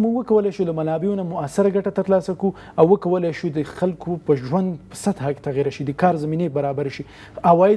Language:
Persian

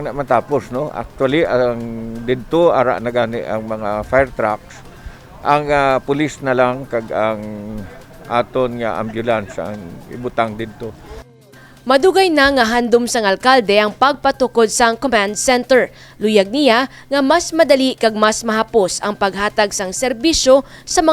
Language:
Hiligaynon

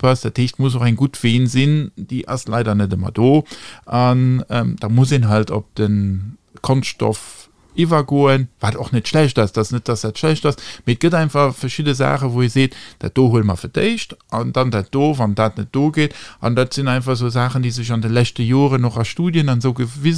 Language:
Luxembourgish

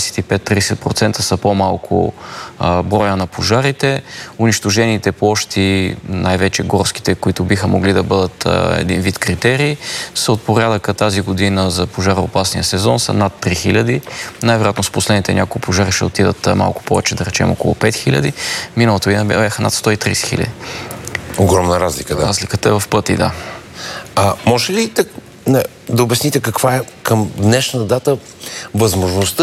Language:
Bulgarian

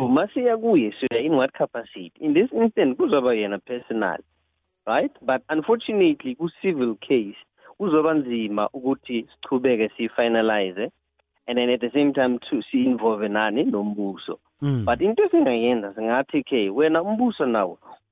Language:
South Ndebele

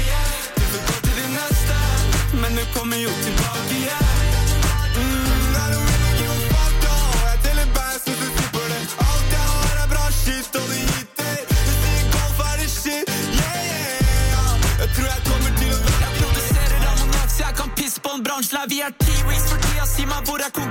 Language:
Norwegian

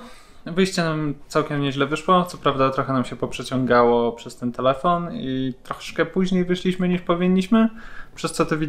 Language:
Polish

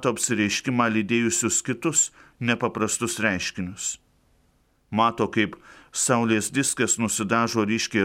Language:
Lithuanian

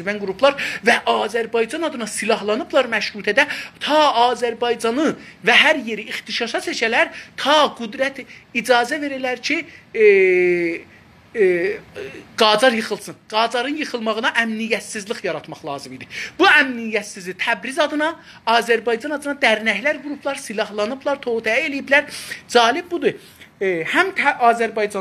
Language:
South Azerbaijani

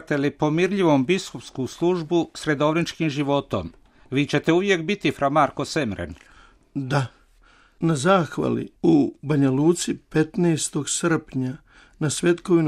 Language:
Croatian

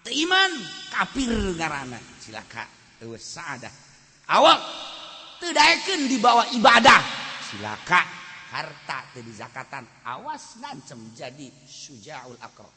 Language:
Sundanese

